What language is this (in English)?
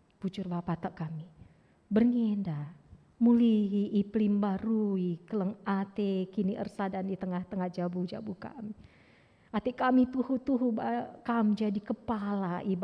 Batak Karo